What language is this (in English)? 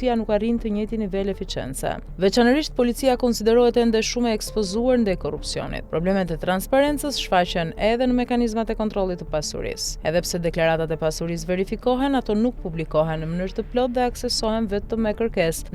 Albanian